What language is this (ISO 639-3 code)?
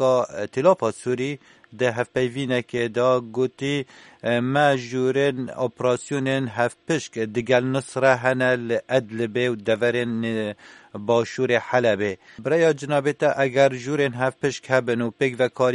kur